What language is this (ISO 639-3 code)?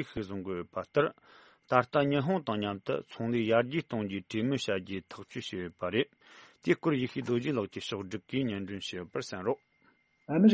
bod